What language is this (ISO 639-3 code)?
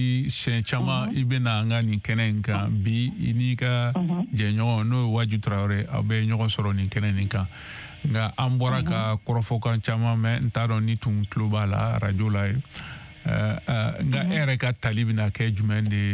bam